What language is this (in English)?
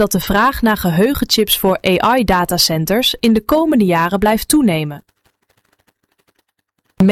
Dutch